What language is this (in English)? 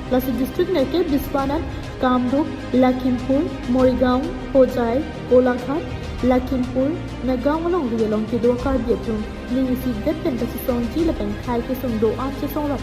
Karbi